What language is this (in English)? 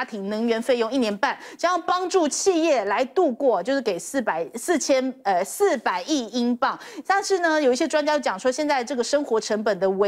Chinese